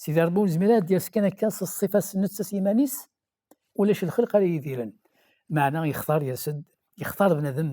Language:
Kabyle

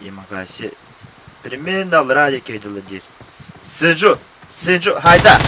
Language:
Yakut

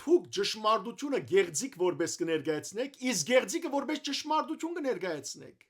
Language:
Western Armenian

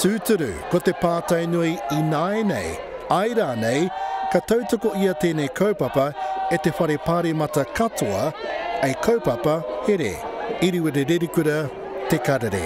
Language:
Māori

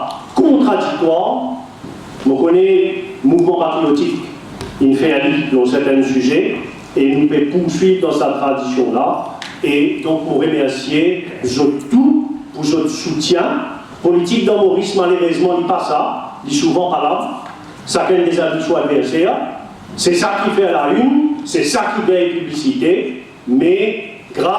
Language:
Morisyen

